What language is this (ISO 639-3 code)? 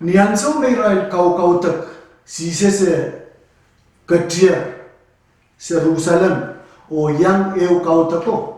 pon